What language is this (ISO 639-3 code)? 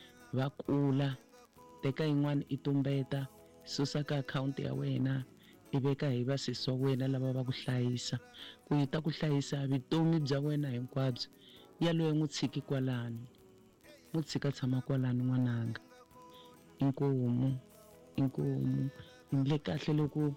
tso